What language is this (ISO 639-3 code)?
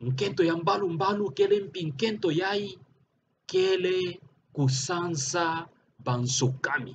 ktu